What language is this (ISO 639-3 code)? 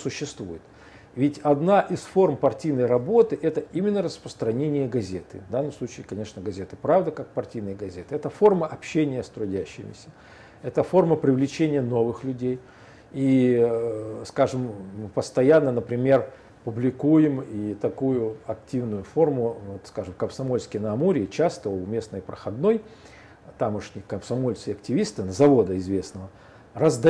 rus